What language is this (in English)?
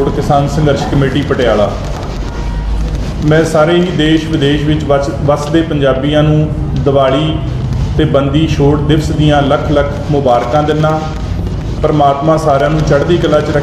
Punjabi